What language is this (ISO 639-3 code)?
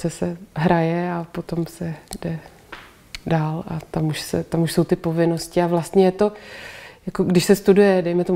ces